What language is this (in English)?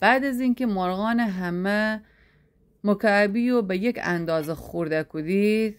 Gilaki